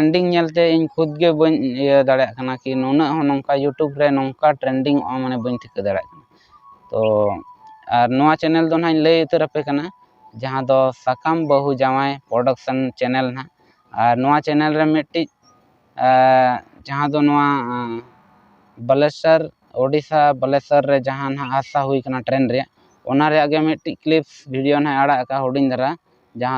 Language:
Santali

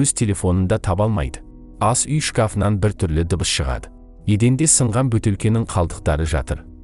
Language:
Kazakh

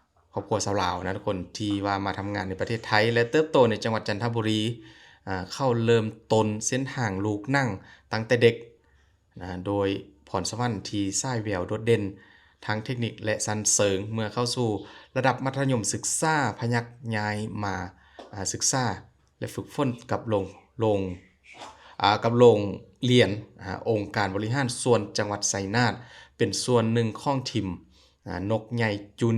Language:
Lao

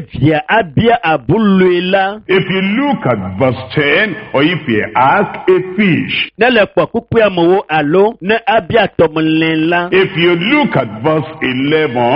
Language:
Ewe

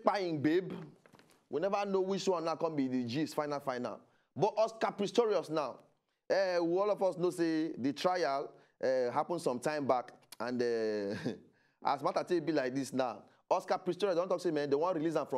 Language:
Nigerian Pidgin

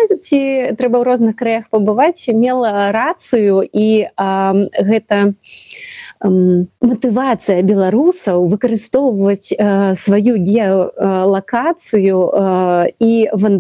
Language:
Belarusian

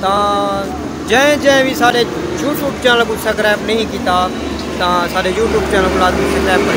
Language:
Saraiki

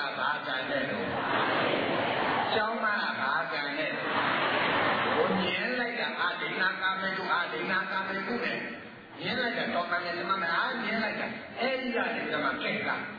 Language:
Burmese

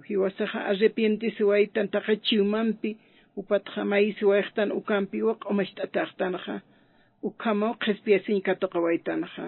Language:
Aymara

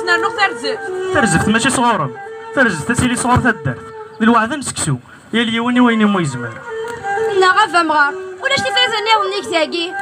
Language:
Kabyle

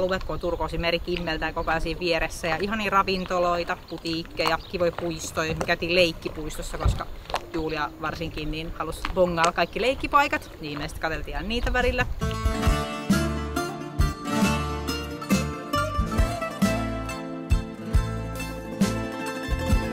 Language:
Finnish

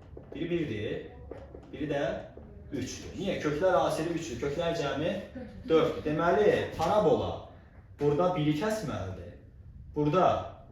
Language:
Azerbaijani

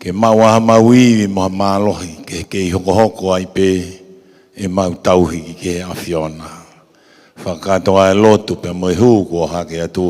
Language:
Tongan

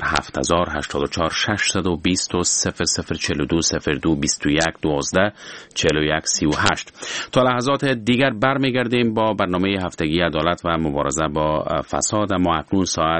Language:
Persian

